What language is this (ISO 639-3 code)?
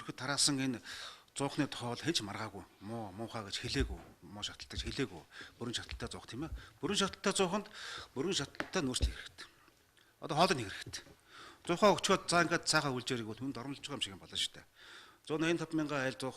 mon